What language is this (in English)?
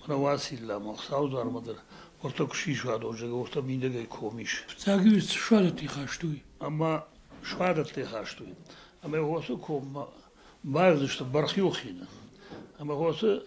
Ossetic